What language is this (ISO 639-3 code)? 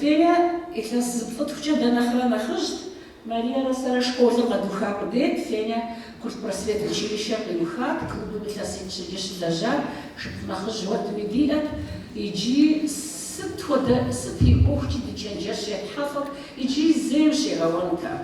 kbd